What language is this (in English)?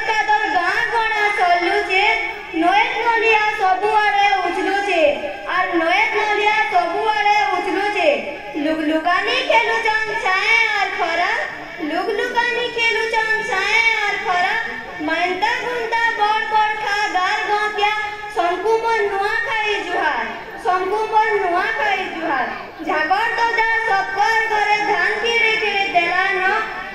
Sambalpuri